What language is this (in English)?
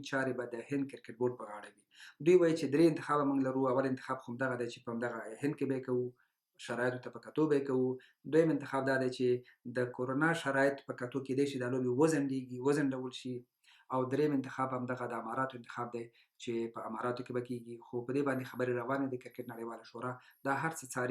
Pashto